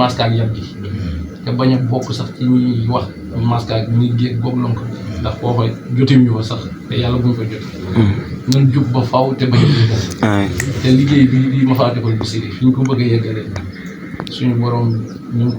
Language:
Wolof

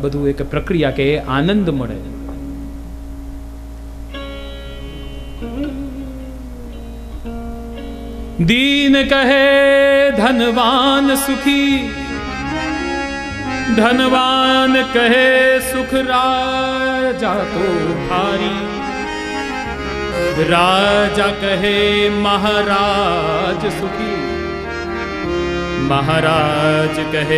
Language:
Gujarati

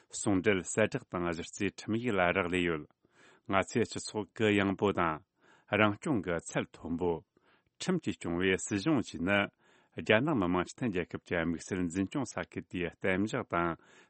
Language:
Tibetan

